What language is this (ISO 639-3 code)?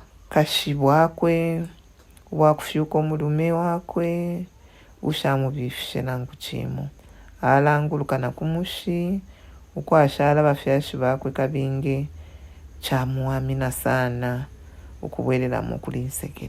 bem